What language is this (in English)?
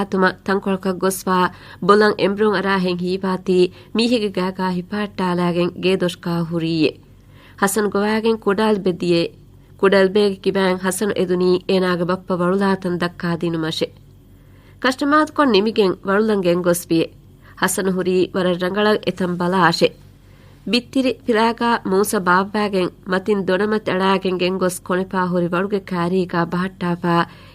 Divehi